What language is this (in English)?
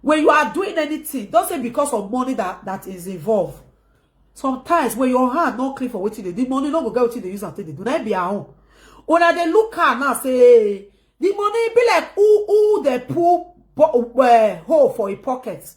Nigerian Pidgin